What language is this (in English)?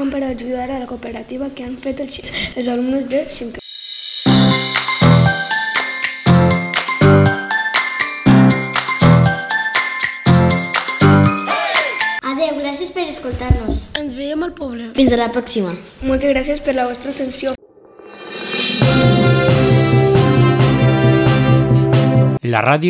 Catalan